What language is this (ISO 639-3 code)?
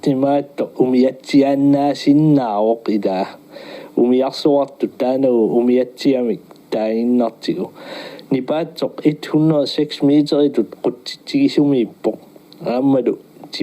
kal